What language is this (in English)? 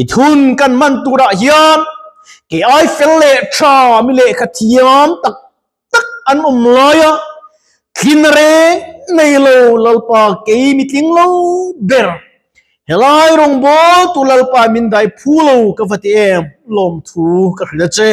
Mizo